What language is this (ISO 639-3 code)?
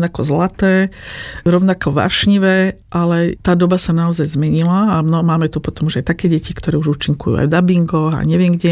slk